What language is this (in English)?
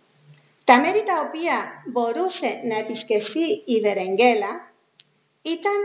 Greek